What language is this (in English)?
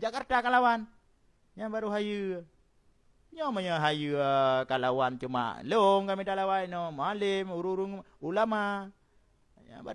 Achinese